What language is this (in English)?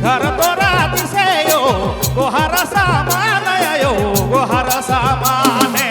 Sadri